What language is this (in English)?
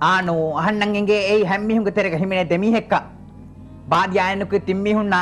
Divehi